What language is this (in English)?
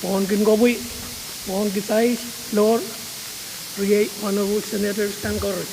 Pohnpeian